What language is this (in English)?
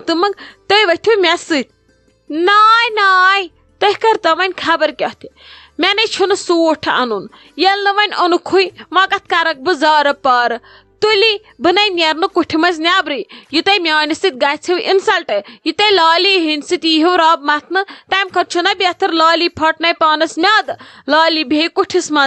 Kashmiri